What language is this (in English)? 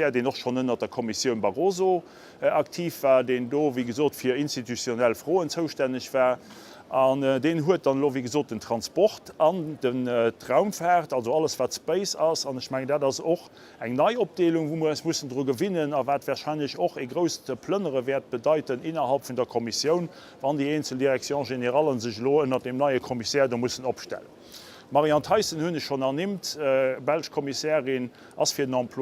Luxembourgish